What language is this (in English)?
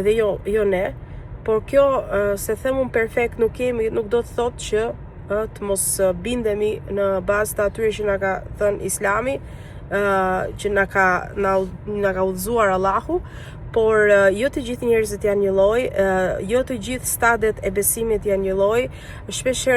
Albanian